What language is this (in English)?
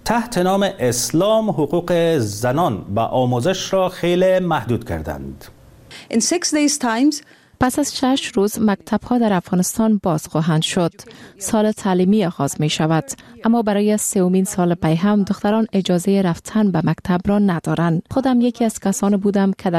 Persian